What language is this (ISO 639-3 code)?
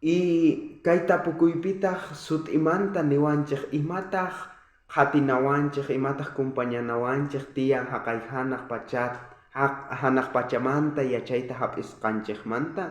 quh